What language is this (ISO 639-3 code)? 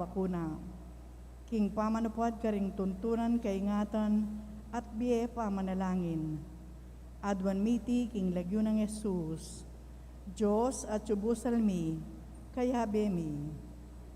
pam